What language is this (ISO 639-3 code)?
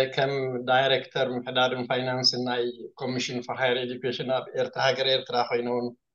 tir